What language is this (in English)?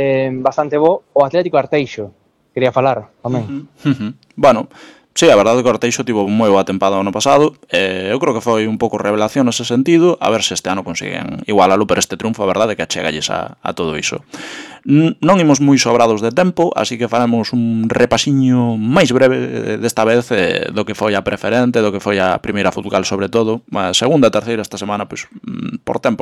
Galician